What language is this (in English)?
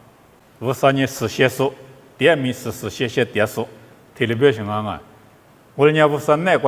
Lisu